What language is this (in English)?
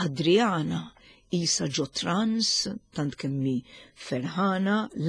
Maltese